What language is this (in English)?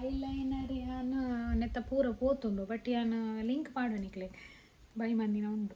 Tulu